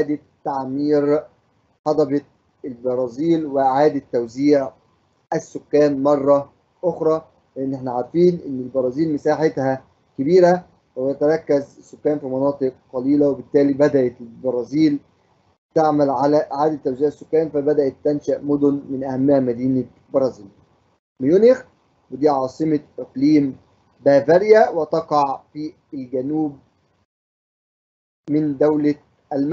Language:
Egyptian Arabic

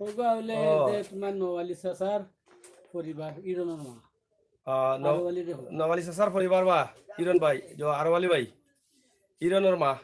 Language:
Sylheti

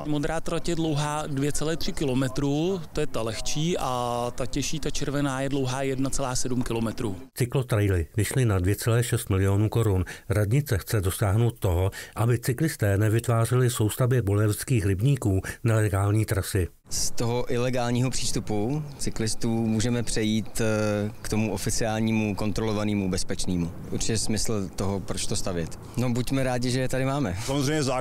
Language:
Czech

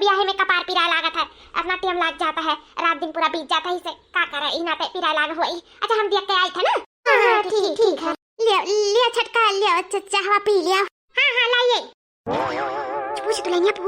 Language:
Awadhi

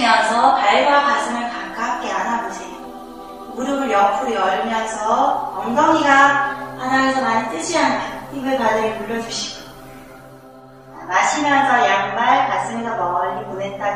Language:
Korean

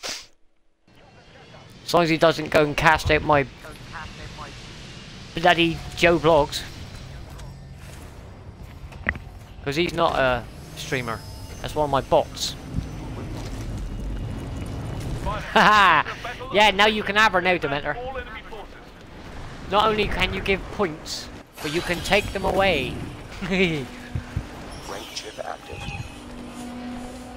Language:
English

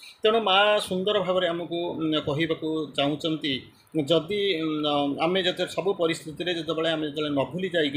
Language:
Odia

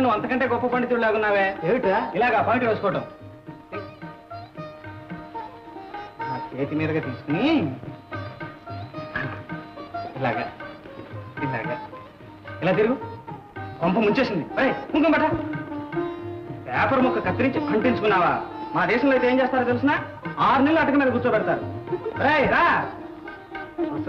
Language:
Telugu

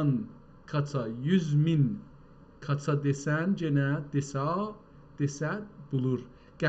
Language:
South Azerbaijani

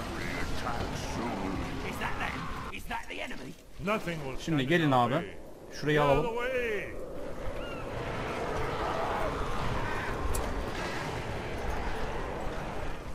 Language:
Turkish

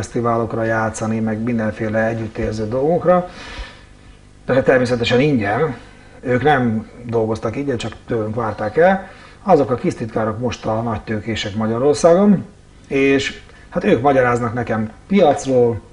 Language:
Hungarian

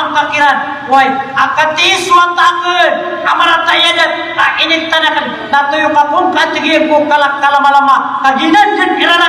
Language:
Maranao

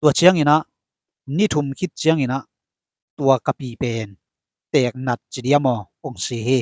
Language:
Tedim Chin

